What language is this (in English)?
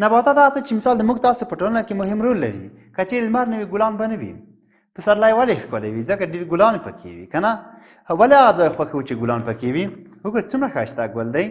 Pashto